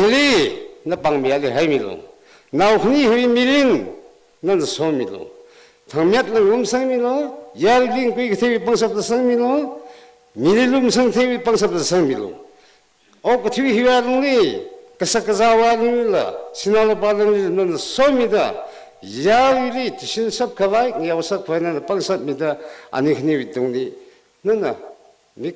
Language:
Tangkhul Naga (India)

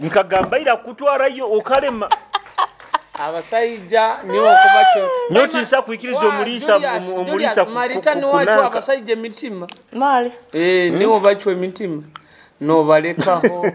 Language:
Nyoro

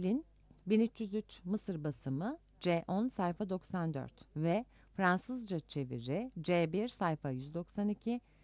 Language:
Turkish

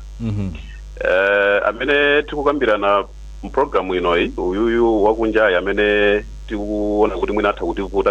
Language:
Nyanja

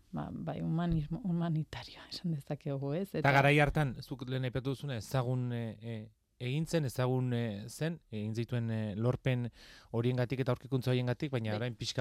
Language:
Basque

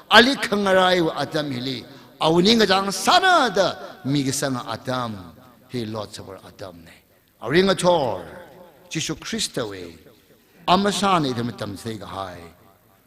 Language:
Tangkhul Naga (India)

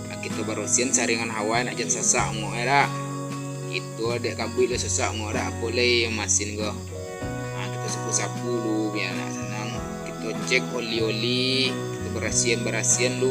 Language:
Minangkabau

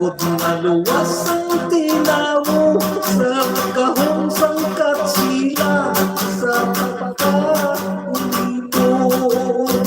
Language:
Hiligaynon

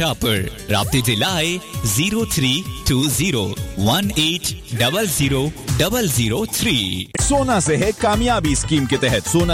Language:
Urdu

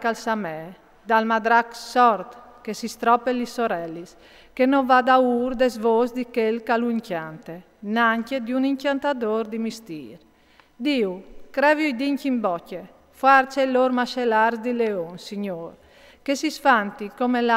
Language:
Friulian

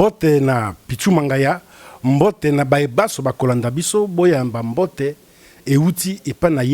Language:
Lingala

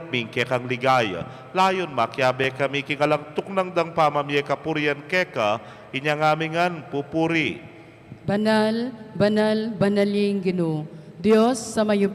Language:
Pampanga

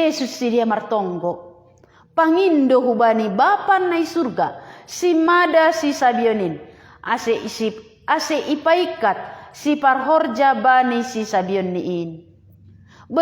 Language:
Batak Simalungun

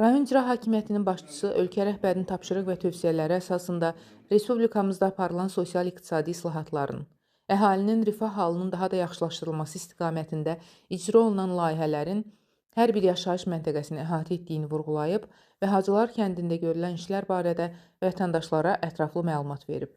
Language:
Azerbaijani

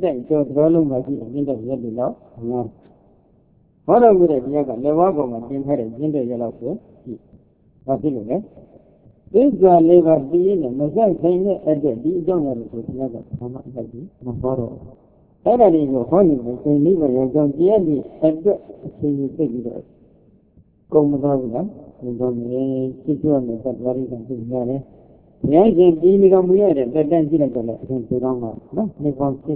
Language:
Burmese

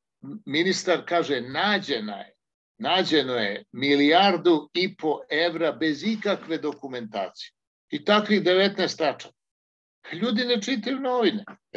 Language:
Serbian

